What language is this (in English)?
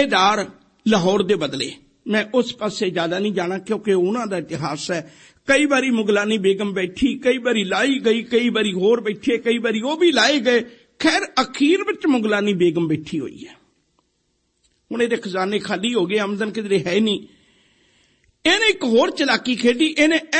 Punjabi